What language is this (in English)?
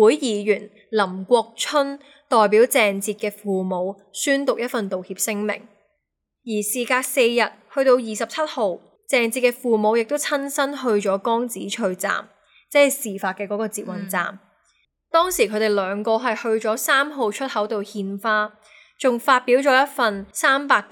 Cantonese